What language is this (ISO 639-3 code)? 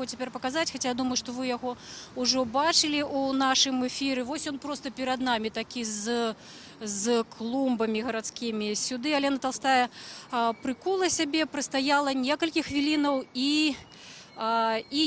bel